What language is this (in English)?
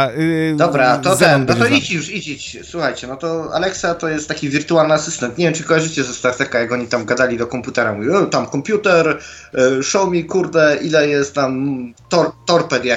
Polish